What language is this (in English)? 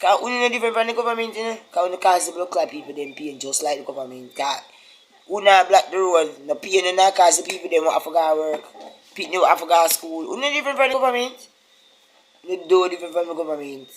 Jamaican Creole English